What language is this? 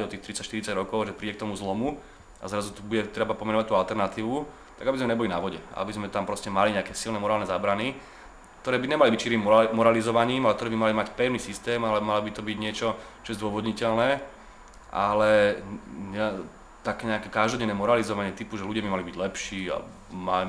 Slovak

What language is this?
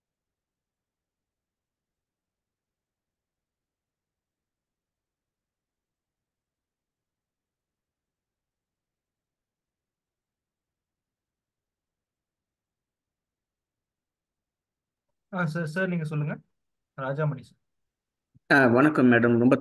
Tamil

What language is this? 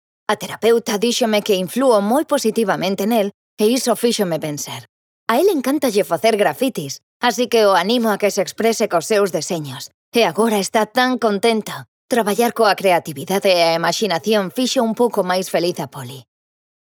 Galician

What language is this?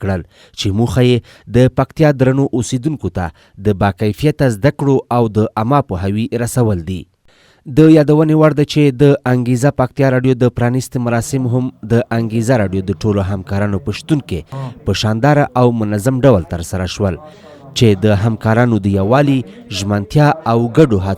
Pashto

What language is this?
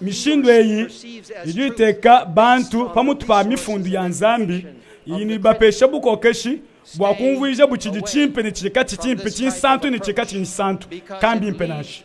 Luba-Lulua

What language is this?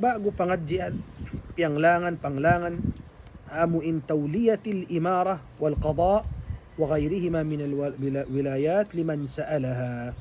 Tausug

